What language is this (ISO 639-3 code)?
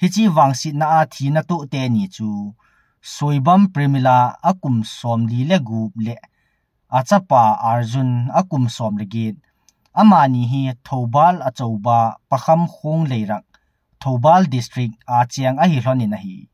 tcz